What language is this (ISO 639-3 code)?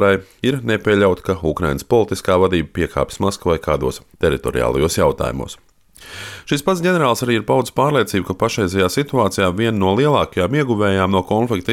lav